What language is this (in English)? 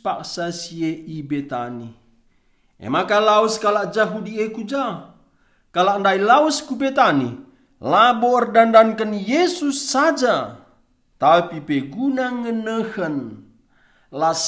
Batak Karo